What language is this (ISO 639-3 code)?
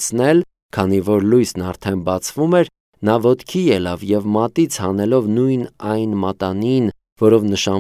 hye